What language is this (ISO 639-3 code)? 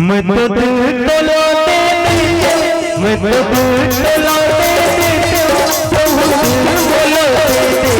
hne